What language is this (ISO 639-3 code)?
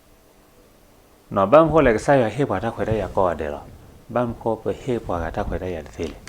ksw